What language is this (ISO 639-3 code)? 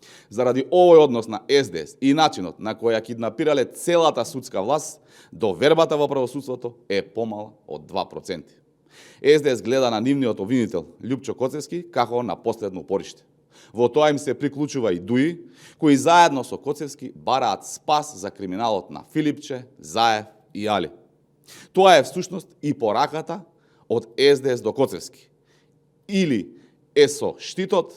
mkd